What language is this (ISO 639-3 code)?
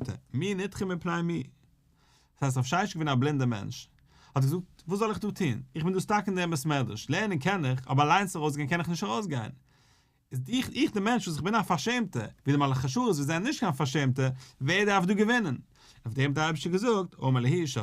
yid